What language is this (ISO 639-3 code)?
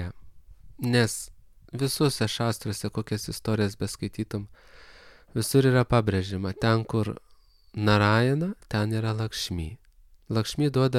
lit